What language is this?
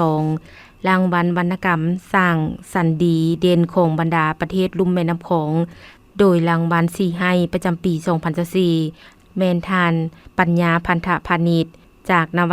Lao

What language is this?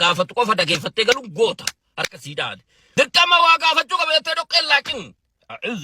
Oromo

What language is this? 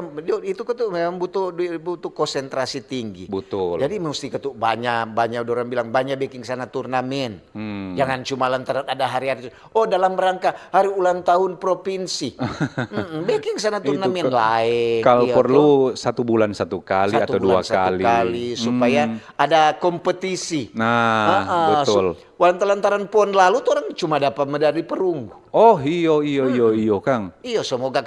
Manado Malay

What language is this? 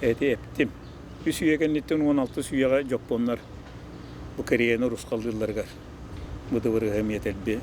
Yakut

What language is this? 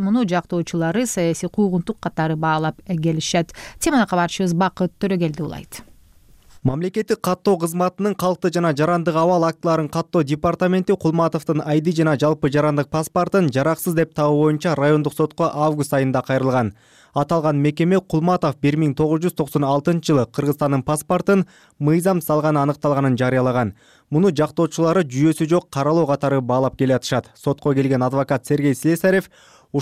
Kyrgyz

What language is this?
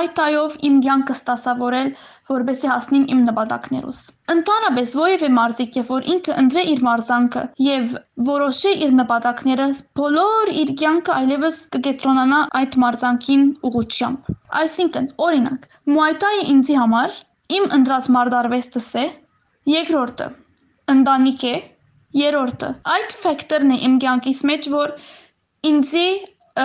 Western Armenian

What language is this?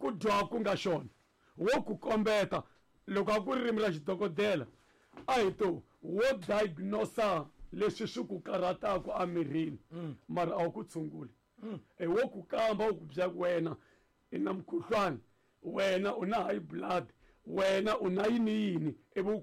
Tsonga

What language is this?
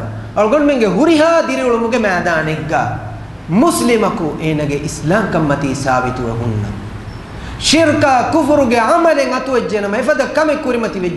Divehi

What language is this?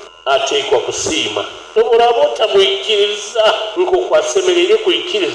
Nyoro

